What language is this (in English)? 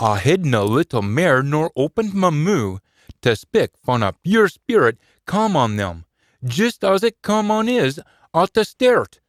Scots